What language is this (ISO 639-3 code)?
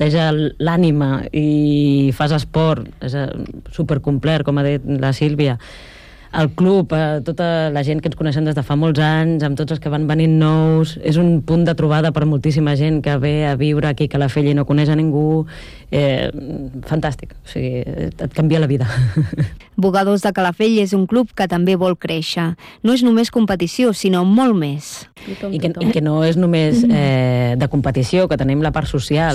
cat